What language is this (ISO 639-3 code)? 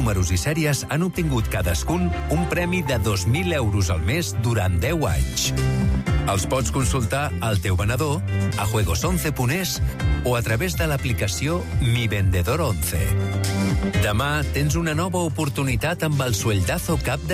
cat